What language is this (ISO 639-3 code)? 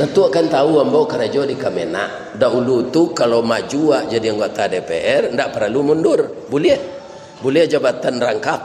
min